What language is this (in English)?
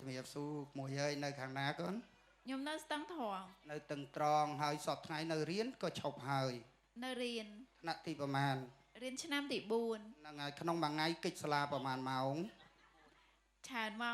Khmer